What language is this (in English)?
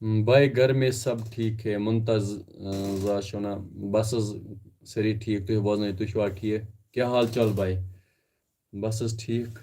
Kashmiri